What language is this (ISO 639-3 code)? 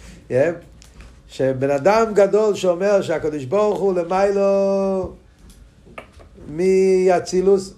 heb